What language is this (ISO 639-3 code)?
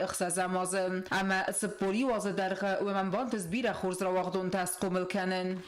oss